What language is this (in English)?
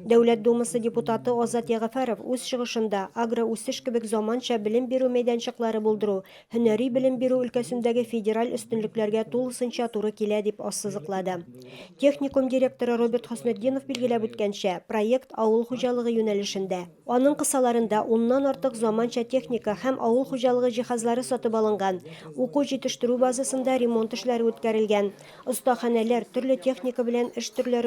Tatar